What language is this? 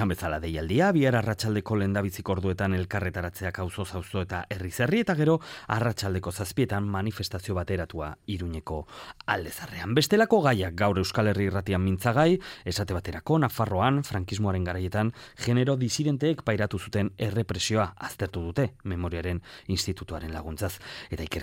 Basque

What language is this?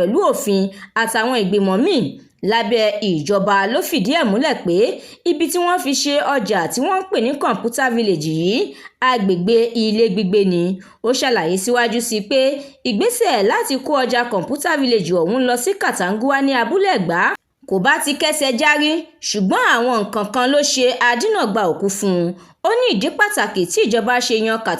Yoruba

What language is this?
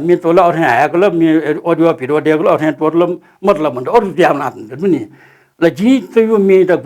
Newari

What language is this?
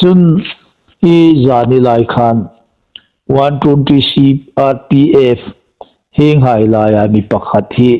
Hmar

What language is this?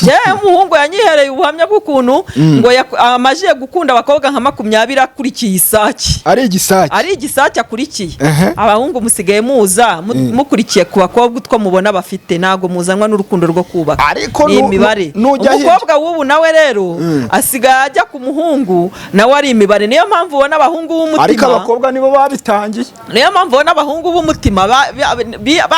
Kinyarwanda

